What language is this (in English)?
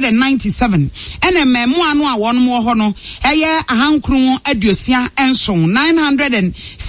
Akan